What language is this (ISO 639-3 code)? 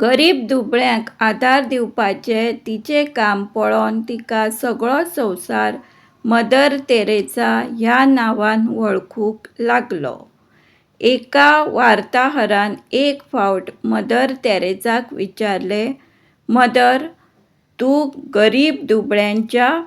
kok